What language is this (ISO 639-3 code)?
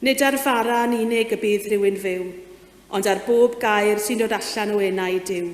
cym